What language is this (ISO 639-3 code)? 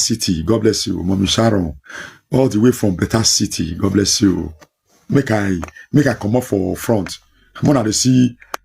pcm